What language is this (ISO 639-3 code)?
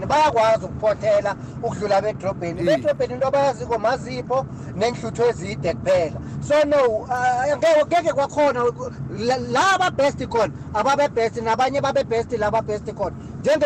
nbl